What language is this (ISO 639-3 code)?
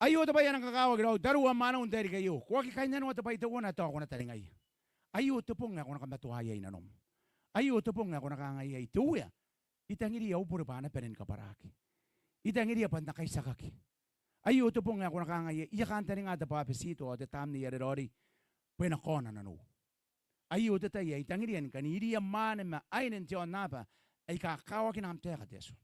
gil